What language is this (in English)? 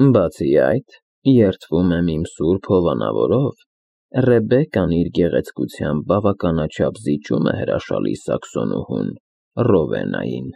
Armenian